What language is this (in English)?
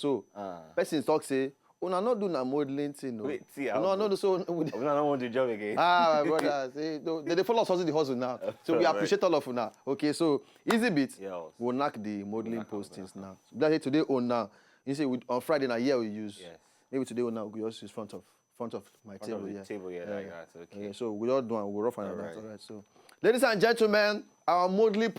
Nigerian Pidgin